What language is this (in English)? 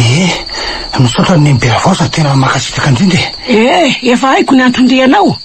Malagasy